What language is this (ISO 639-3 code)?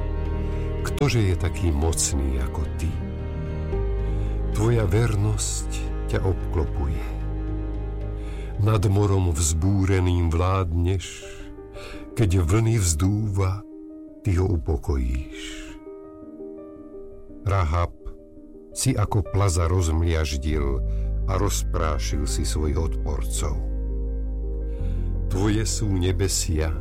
slk